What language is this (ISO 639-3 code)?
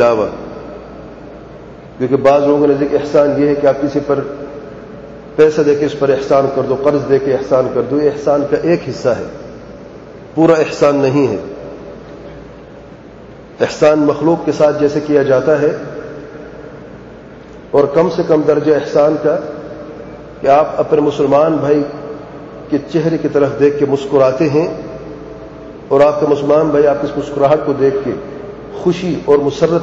urd